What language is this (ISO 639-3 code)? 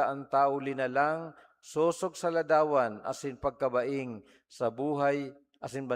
bik